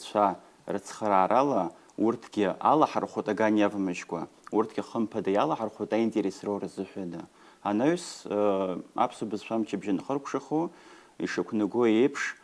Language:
Abkhazian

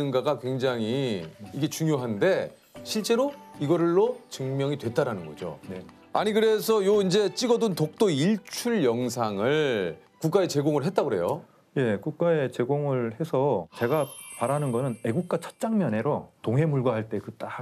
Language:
Korean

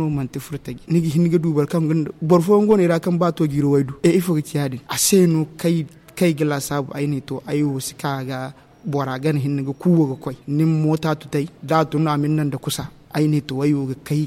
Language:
Zarma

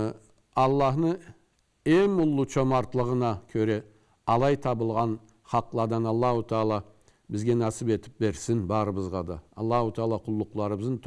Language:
Karachay-Balkar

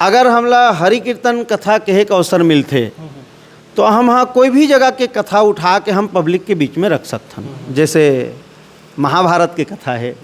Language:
Chhattisgarhi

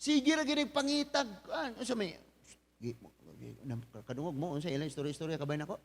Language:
Cebuano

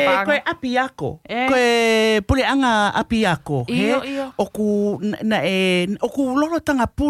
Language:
Tongan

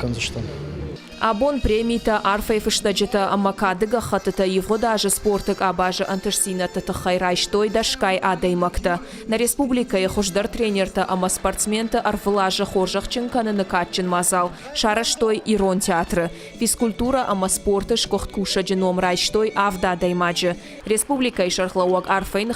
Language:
Ossetic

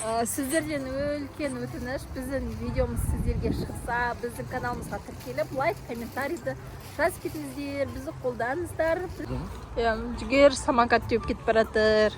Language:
Kazakh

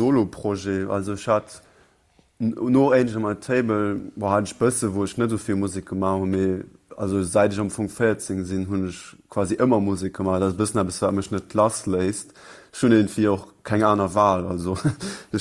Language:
Luxembourgish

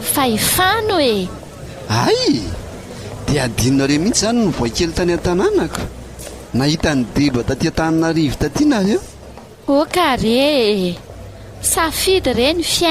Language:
Malagasy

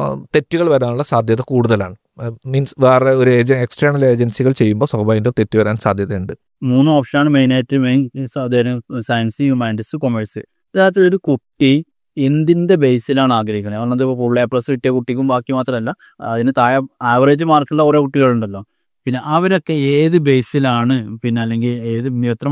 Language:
Malayalam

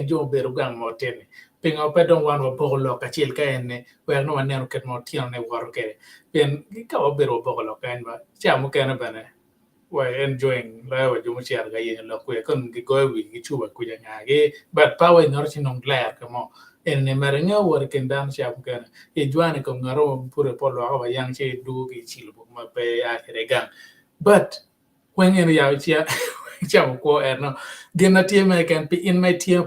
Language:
Acoli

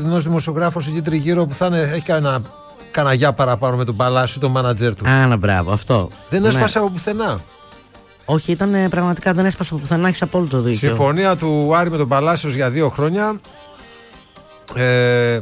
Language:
Greek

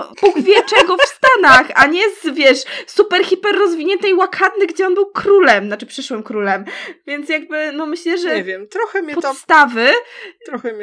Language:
Polish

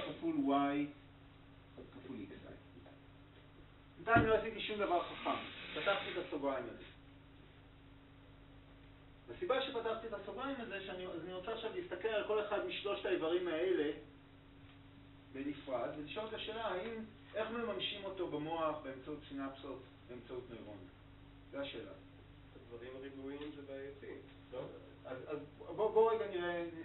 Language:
Hebrew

